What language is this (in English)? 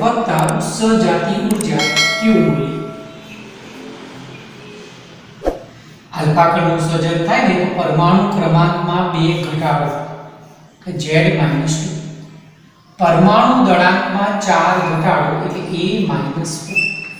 Gujarati